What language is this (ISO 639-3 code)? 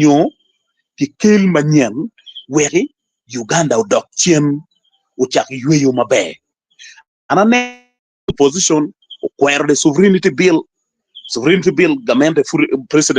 ach